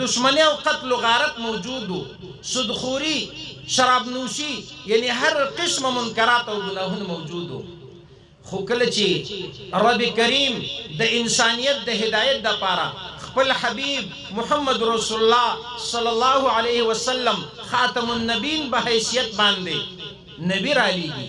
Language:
Pashto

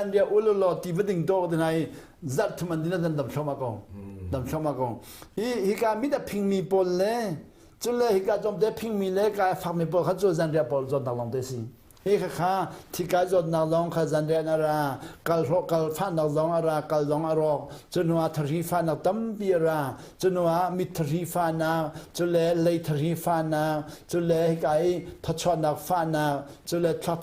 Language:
Hakha Chin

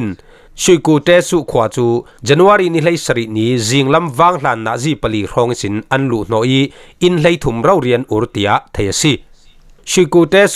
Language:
Falam Chin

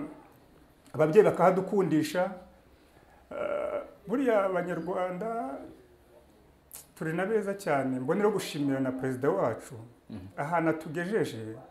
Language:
Kinyarwanda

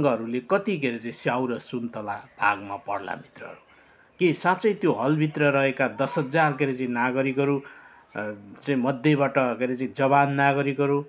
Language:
Nepali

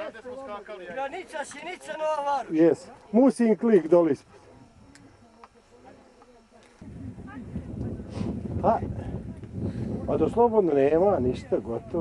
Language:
Bosnian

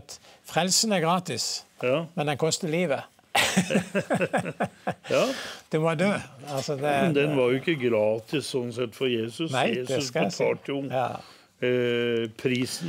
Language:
Norwegian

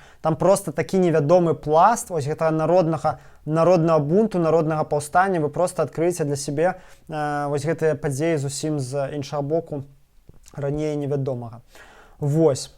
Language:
Belarusian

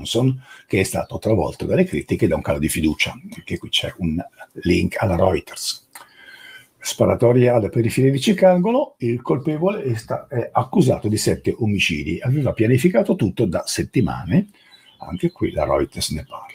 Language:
Italian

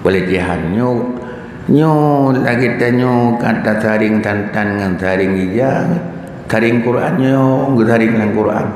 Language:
Achinese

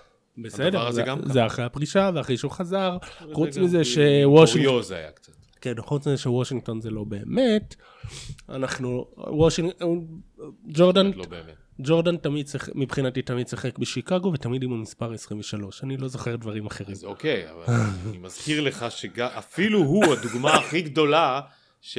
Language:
Hebrew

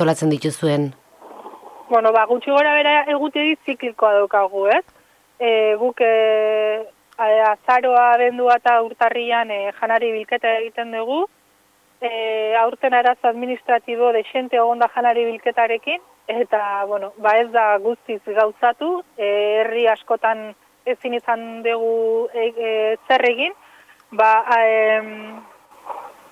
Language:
Basque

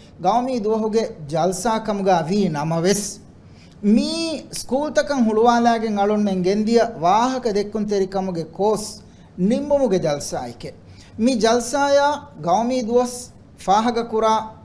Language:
Divehi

